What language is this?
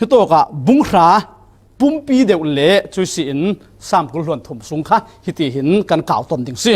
Falam Chin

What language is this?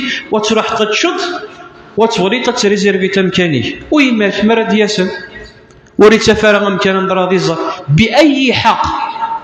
Kabyle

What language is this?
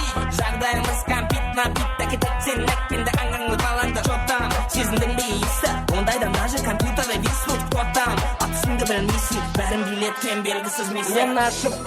Kara-Kalpak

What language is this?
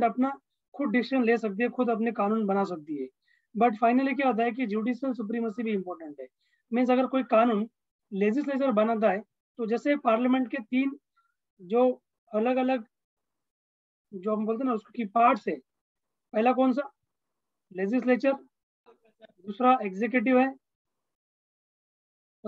Hindi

